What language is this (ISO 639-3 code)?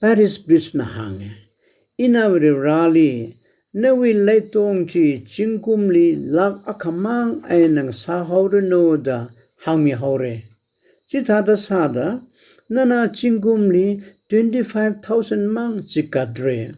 nmf